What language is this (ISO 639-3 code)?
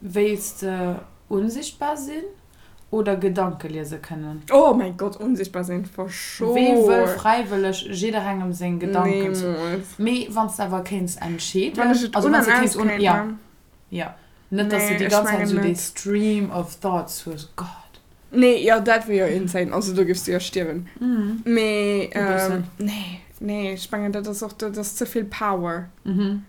ltz